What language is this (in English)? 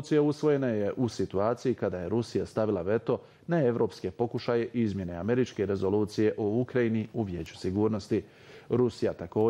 Bosnian